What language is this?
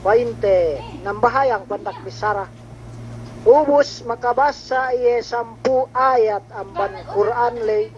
Yakan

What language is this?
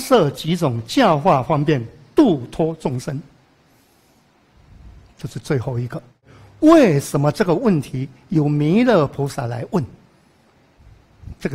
Chinese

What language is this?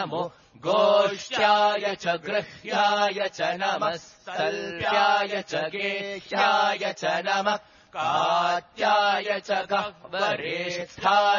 Sanskrit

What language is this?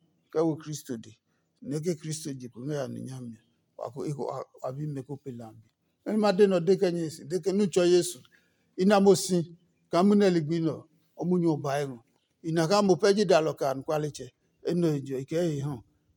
Adangme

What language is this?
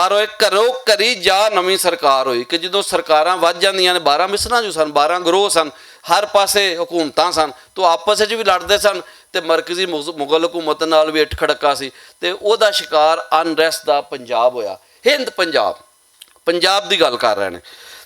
Western Panjabi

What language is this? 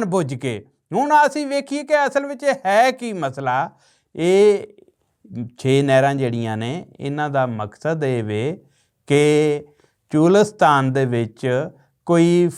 Western Panjabi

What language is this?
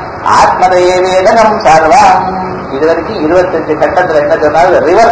Tamil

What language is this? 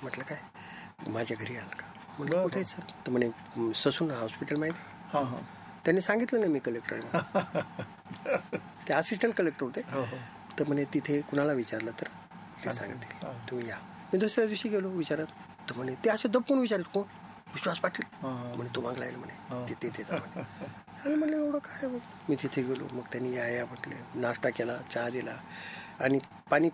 Marathi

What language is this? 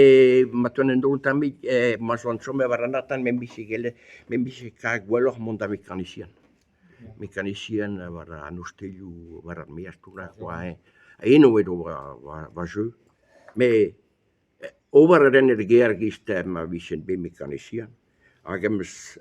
Breton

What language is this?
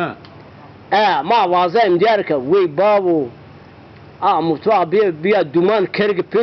Zaza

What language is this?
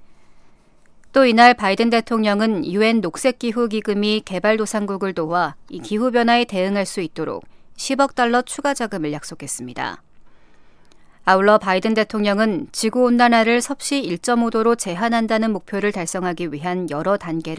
Korean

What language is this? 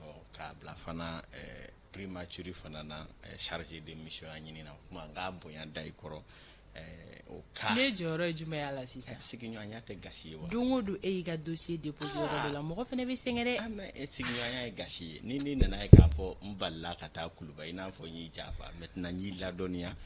Bambara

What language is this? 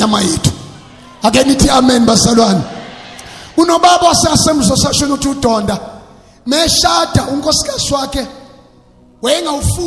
Zulu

